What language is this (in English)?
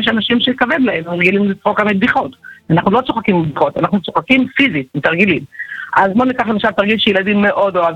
Hebrew